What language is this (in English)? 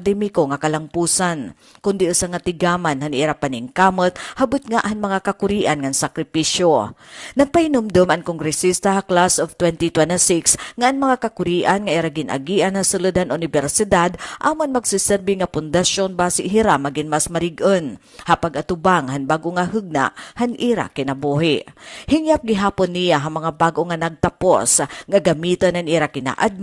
Waray